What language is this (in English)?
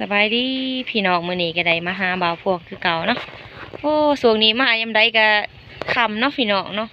Lao